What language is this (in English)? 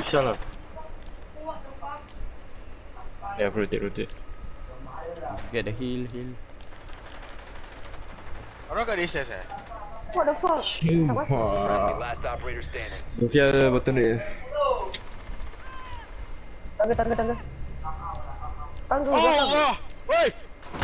Malay